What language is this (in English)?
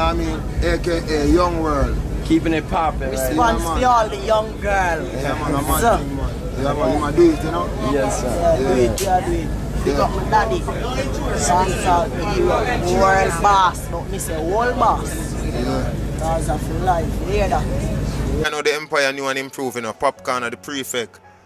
Jamaican Creole English